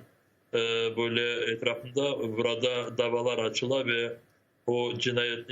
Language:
Crimean Tatar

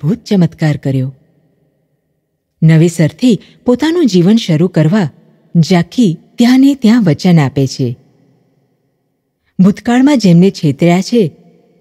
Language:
Gujarati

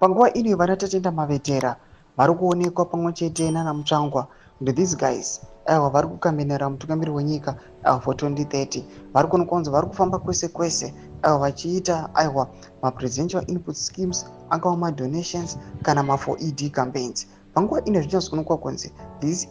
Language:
Shona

